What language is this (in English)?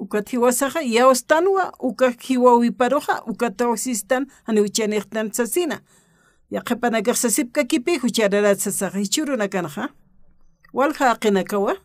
Aymara